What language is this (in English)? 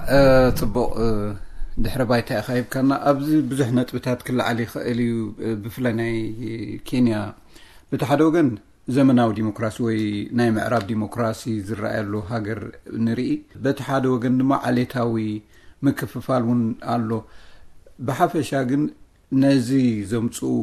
Tigrinya